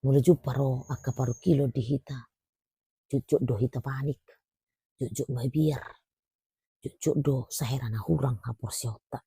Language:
Batak Toba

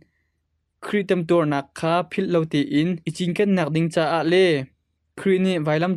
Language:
Hakha Chin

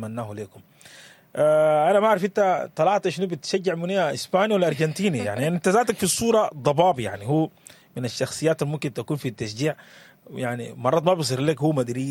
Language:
Sudanese Arabic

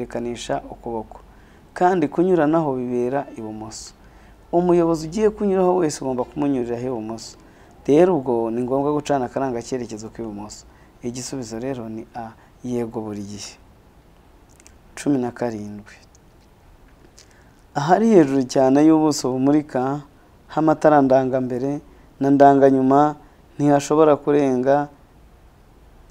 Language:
Kinyarwanda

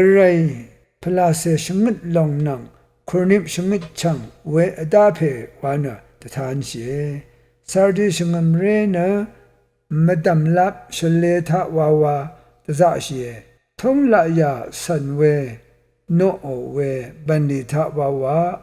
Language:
Rawang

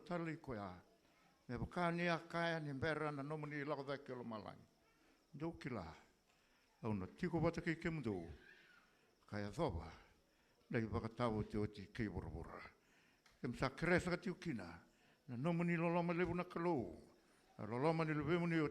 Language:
Fijian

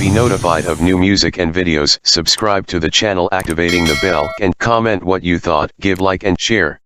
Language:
Saraiki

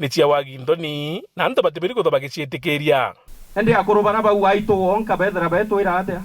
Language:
Meru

